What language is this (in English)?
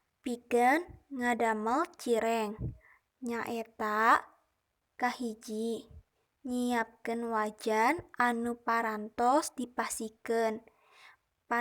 Sundanese